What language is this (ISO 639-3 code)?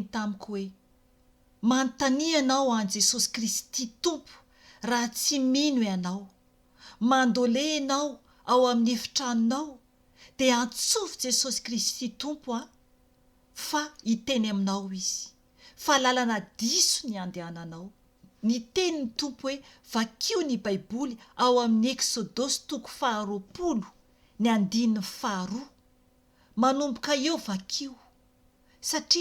mlg